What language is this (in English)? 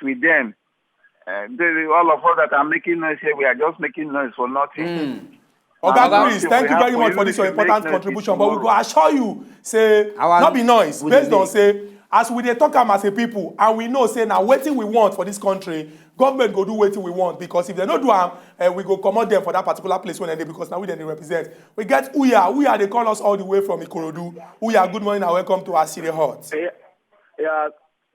Nigerian Pidgin